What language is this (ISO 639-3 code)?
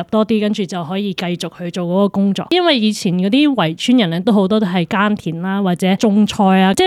yue